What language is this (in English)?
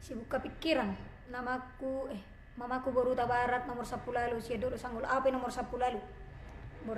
Batak Toba